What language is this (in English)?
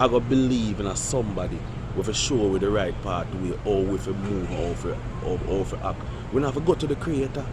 Jamaican Creole English